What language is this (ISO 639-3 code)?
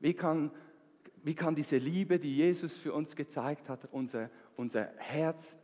gsw